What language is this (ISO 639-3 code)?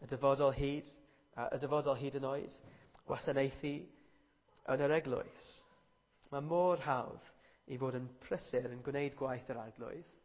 cym